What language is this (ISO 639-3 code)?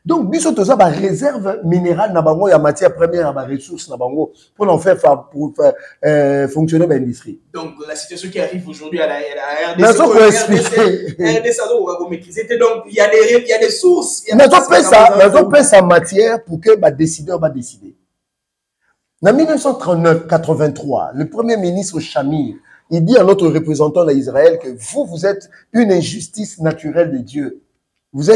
fra